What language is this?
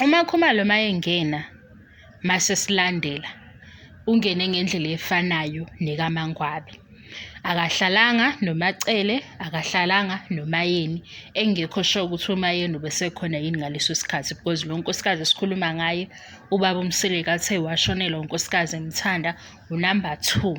Zulu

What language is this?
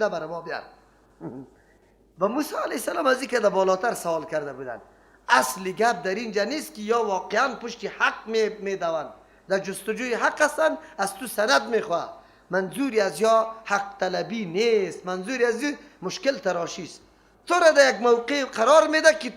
Persian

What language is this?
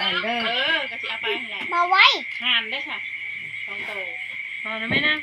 Lao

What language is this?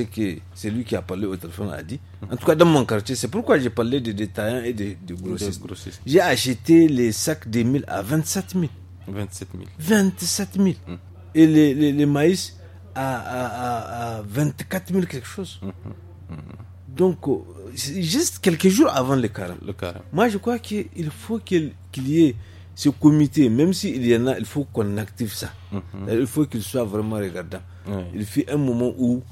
French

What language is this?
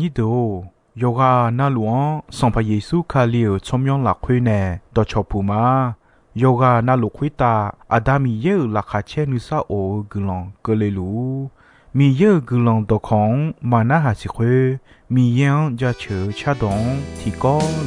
Akha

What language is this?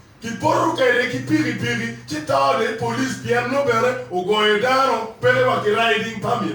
Acoli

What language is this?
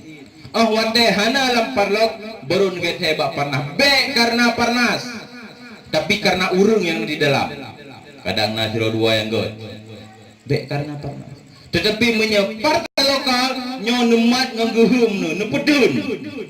Achinese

